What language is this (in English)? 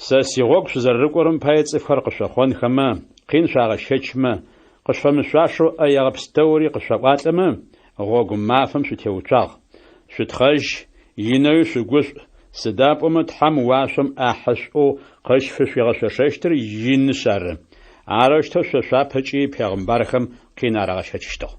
Adyghe